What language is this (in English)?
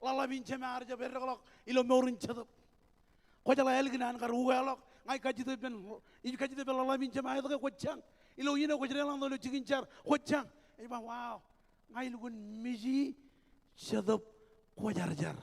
Marshallese